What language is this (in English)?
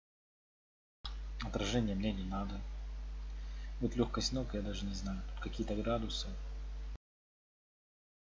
Russian